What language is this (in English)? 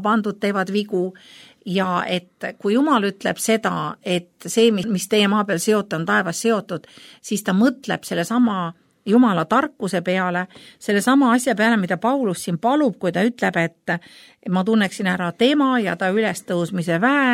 Estonian